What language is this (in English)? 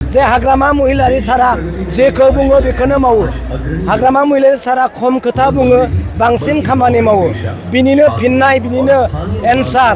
Bodo